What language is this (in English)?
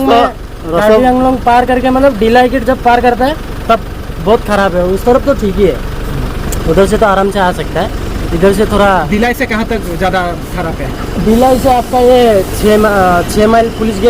Karbi